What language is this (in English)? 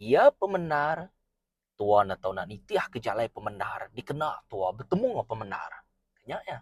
Iban